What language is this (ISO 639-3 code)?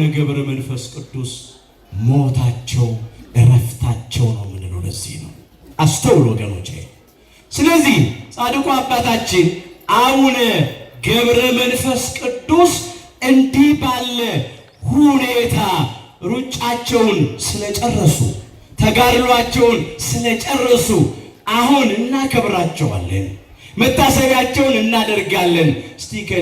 amh